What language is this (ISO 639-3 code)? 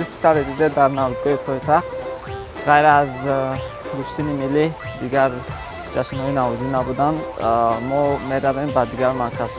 tgk